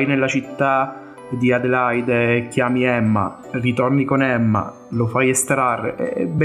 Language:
Italian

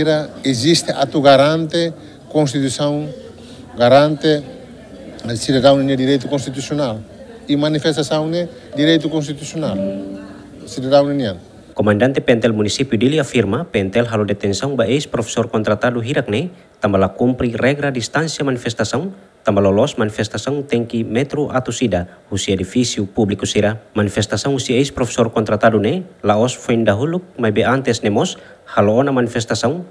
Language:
Tetum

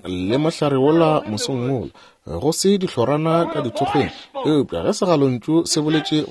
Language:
Northern Sotho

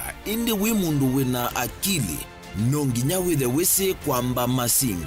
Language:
Kamba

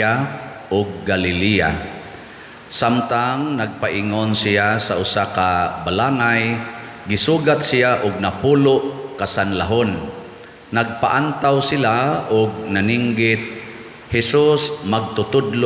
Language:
Cebuano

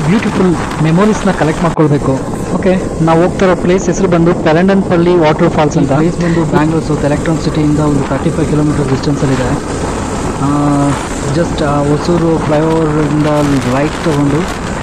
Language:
Kannada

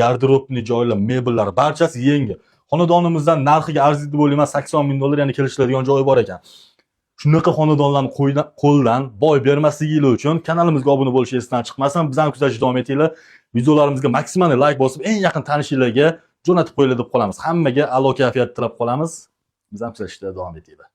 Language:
Uzbek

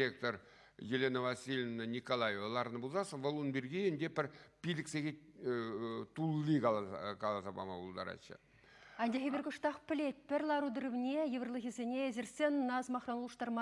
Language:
Chuvash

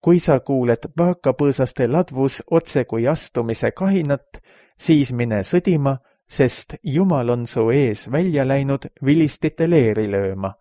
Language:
Estonian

